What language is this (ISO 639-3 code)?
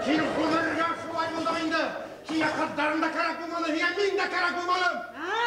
bak